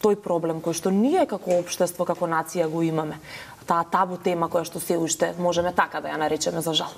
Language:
Macedonian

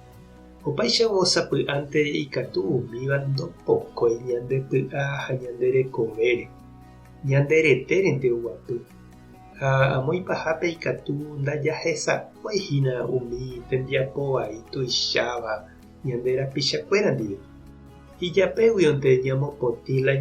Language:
Guarani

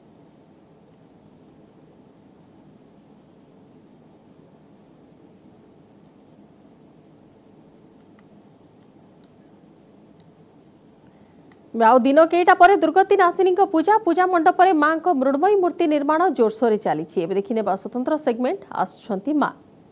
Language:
Odia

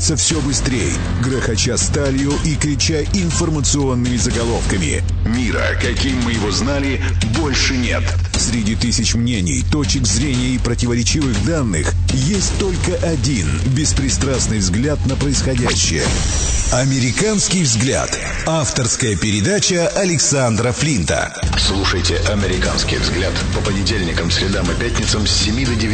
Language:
Russian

